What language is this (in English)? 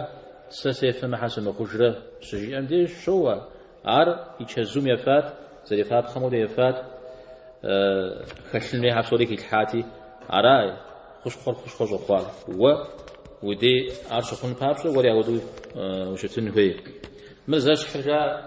Kabardian